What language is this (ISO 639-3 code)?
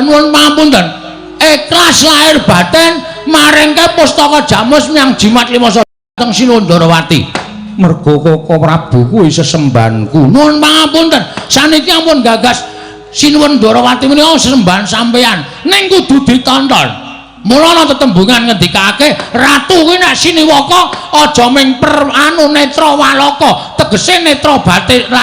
jav